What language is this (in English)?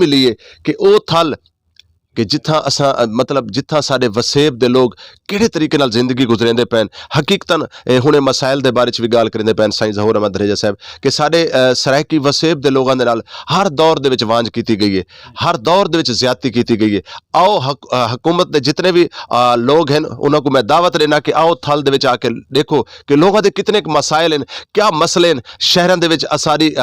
Saraiki